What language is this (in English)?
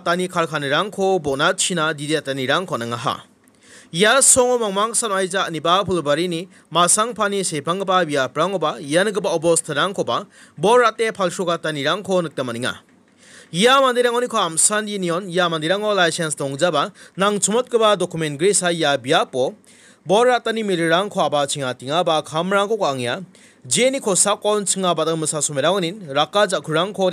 Garo